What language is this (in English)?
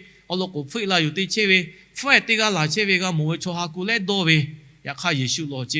Lahu